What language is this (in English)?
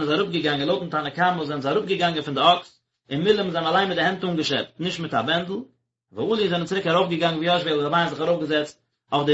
Yiddish